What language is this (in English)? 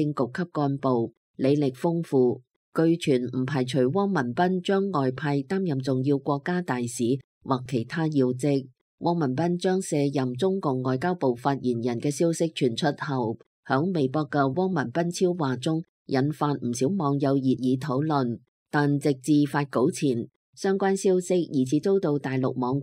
Cantonese